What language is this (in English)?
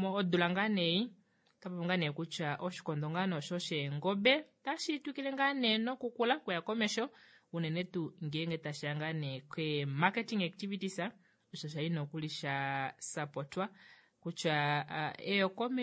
Kuanyama